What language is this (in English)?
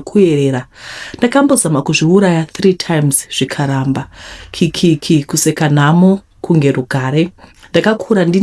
Shona